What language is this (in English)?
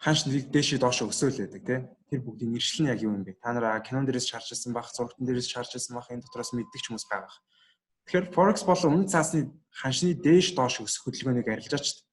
Mongolian